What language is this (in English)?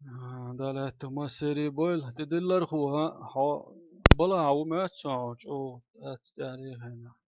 Chechen